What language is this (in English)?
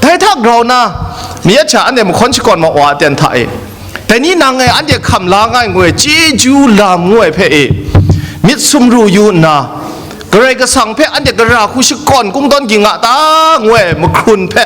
Kachin